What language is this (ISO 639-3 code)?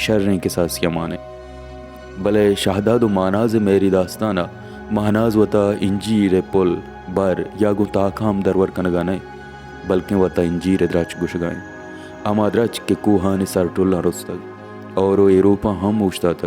bal